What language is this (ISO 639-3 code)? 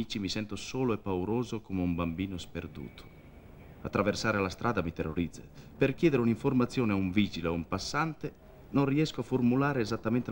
ita